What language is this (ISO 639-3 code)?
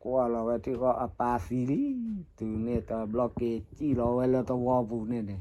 ksw